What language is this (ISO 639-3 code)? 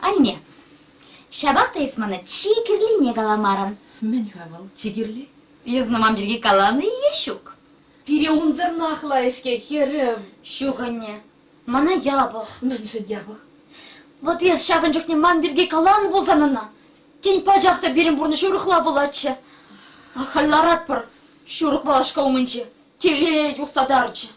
chv